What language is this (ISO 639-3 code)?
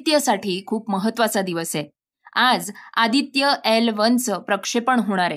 mar